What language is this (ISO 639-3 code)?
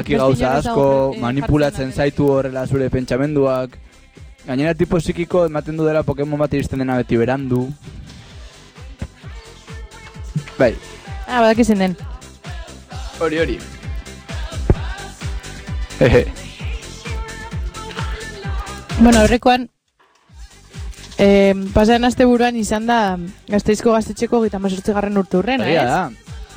eus